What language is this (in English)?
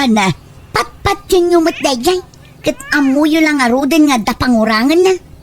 Iloko